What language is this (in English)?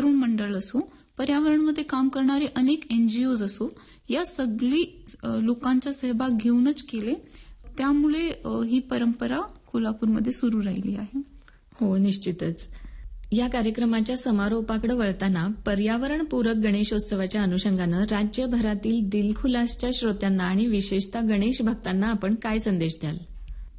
Marathi